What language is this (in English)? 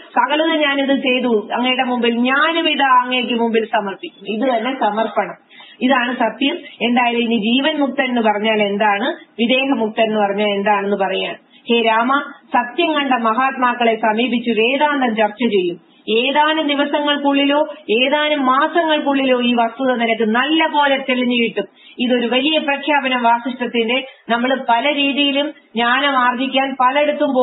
Malayalam